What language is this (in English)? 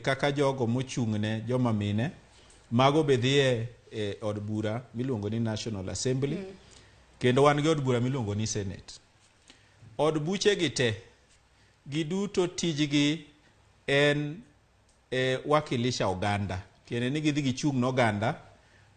Luo (Kenya and Tanzania)